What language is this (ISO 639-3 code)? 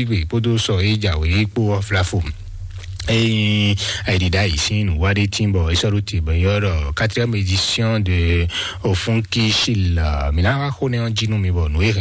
fon